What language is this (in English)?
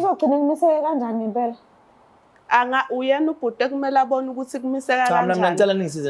Zulu